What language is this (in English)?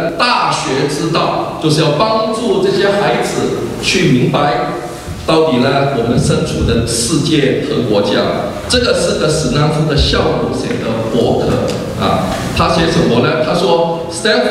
Chinese